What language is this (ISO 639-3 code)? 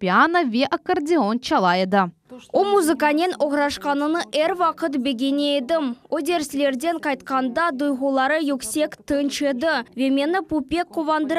crh